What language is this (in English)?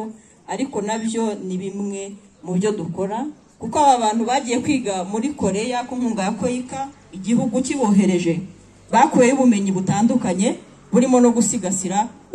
Kinyarwanda